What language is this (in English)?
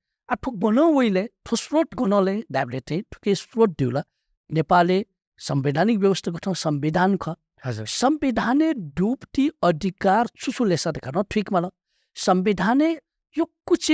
Newari